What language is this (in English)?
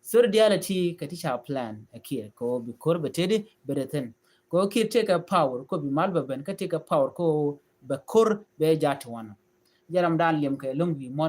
Nuer